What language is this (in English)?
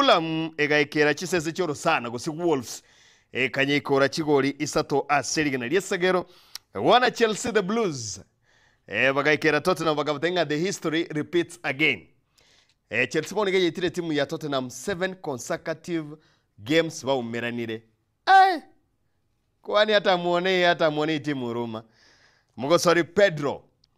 Gusii